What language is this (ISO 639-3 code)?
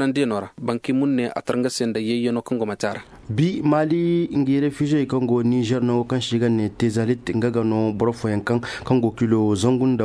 dje